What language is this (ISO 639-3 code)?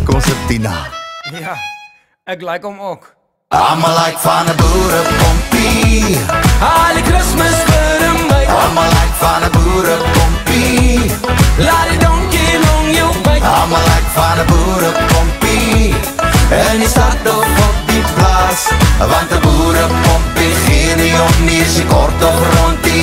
afr